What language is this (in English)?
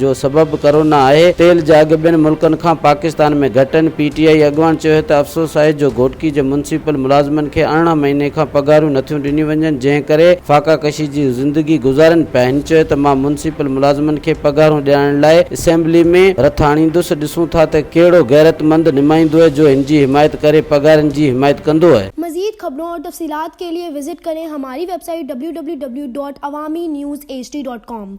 Sindhi